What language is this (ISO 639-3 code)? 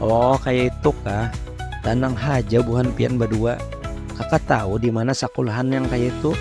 bjn